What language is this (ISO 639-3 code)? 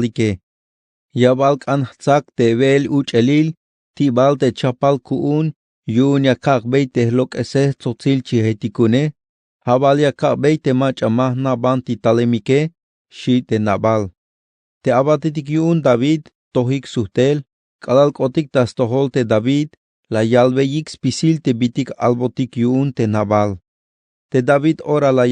tzh